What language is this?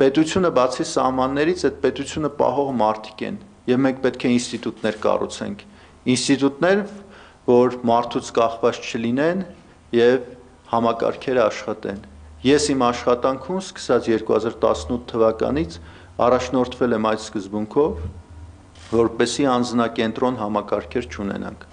Armenian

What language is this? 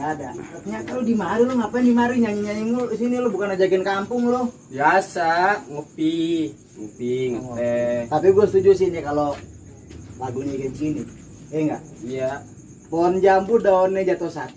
Betawi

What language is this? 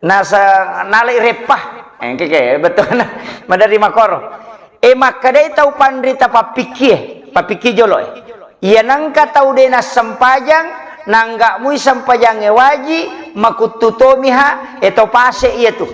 Buginese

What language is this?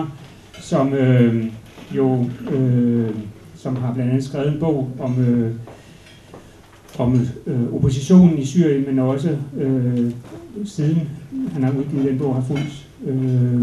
Danish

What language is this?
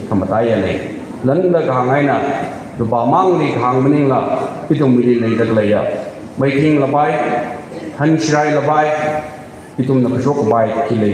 Tangkhul Naga (India)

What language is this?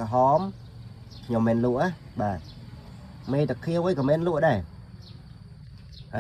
Khmer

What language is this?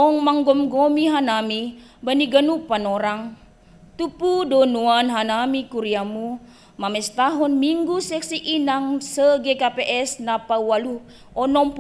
Batak Simalungun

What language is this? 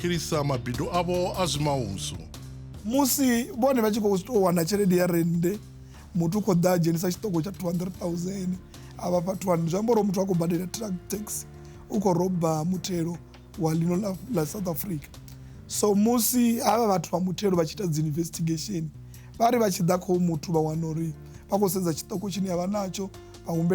Venda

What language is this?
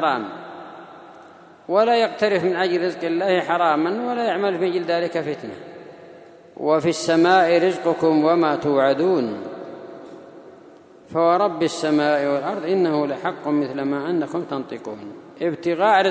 Arabic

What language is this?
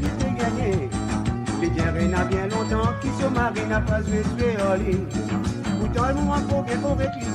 Morisyen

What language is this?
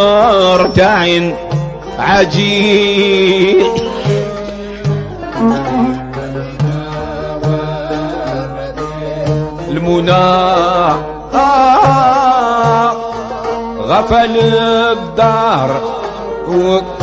Arabic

